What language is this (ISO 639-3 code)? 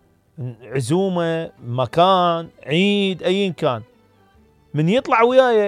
acm